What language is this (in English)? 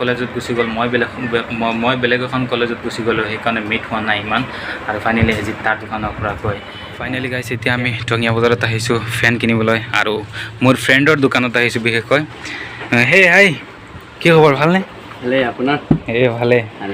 Assamese